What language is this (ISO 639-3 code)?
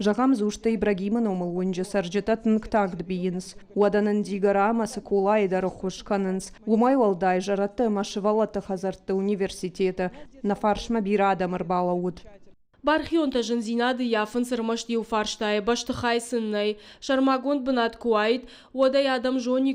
oss